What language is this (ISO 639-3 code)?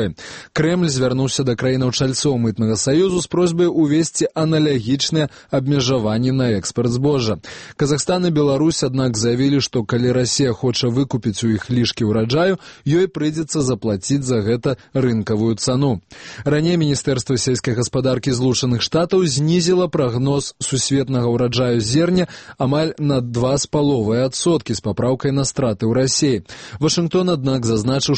bel